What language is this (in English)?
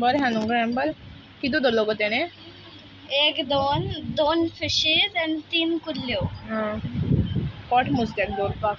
Konkani